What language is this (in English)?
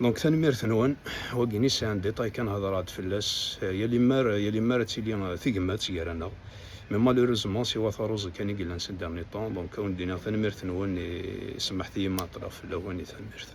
Kabyle